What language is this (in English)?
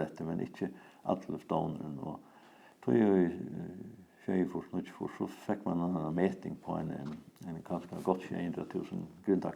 Faroese